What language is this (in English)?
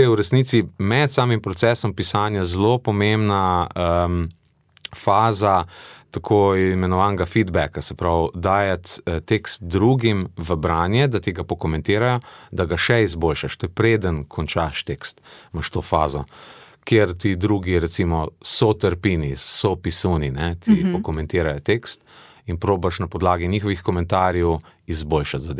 Slovenian